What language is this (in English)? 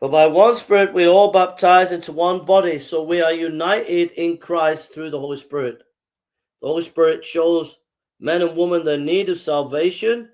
English